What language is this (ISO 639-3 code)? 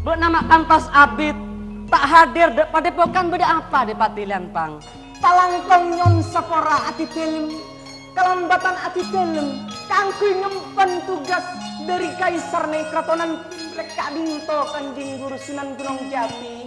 mad